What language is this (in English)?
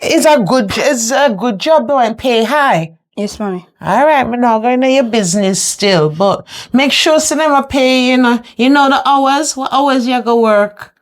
Jamaican Creole English